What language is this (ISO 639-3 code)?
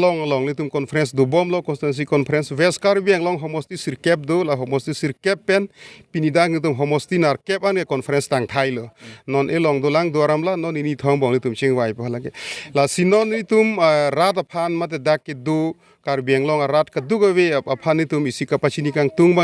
mjw